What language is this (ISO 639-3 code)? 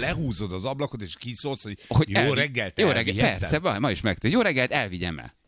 hun